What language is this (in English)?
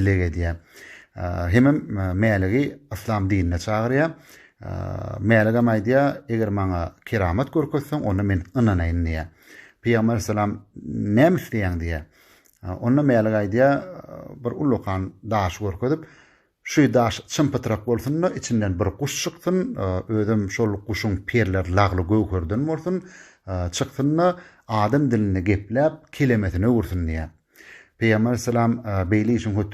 Turkmen